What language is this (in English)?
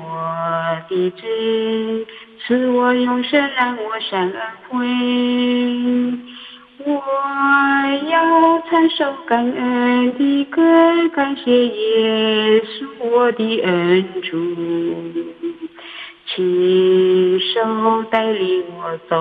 Chinese